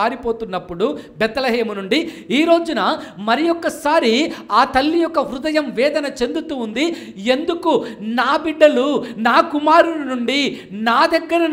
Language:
Telugu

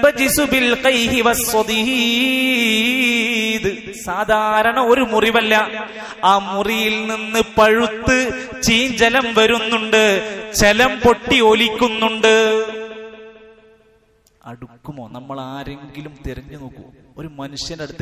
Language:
Malayalam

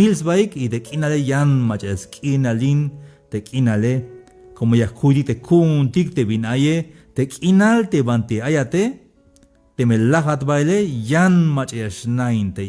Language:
Tzeltal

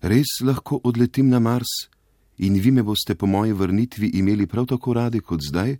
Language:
Slovenian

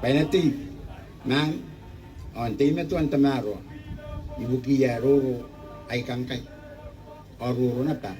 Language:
Gilbertese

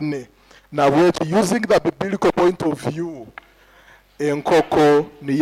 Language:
Nyoro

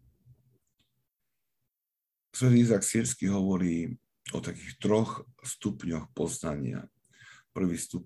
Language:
Slovak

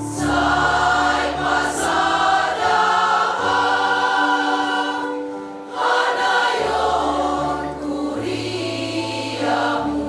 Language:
Batak Simalungun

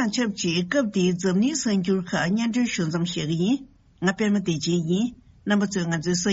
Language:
Tibetan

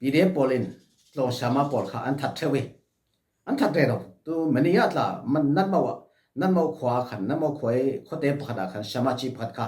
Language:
Falam Chin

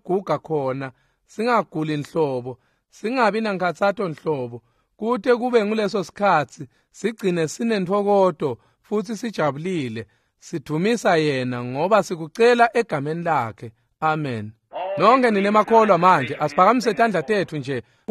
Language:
Swati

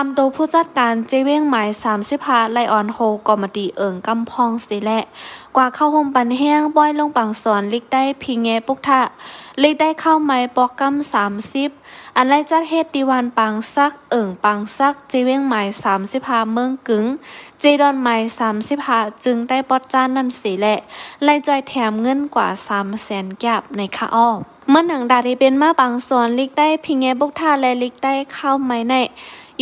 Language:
Shan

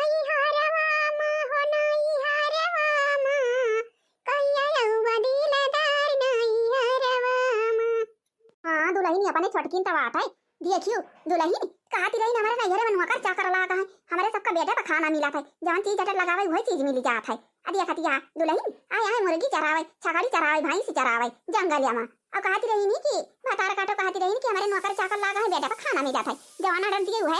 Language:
Awadhi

